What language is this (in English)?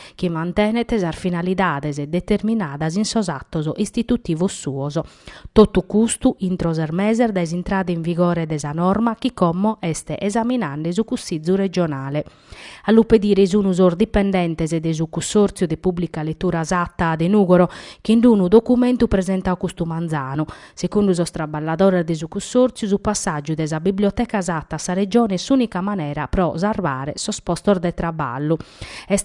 Sardinian